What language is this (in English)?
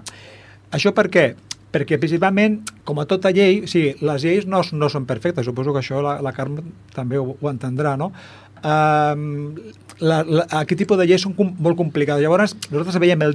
Catalan